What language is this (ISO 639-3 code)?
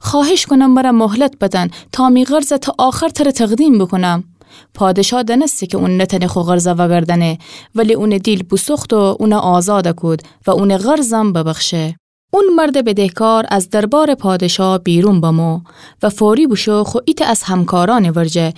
glk